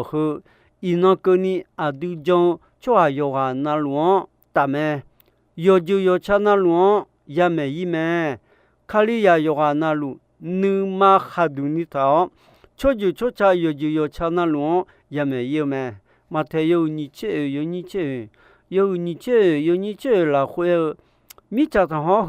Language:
Akha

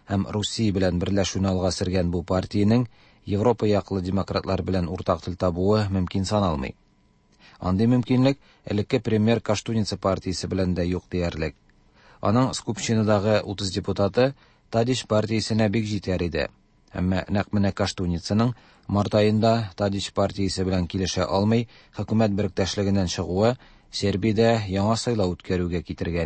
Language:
Tatar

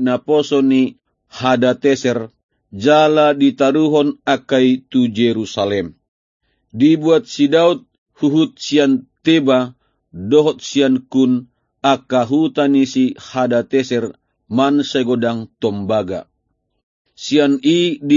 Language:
Batak Toba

